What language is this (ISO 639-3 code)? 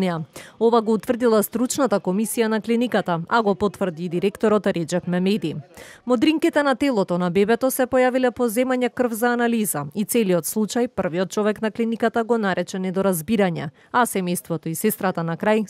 mkd